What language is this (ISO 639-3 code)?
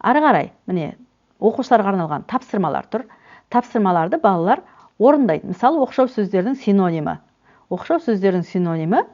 kaz